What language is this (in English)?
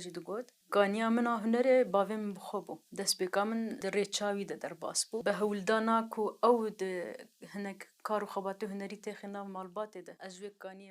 Kurdish